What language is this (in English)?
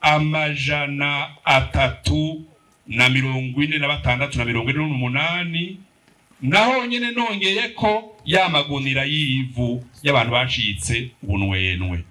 Rundi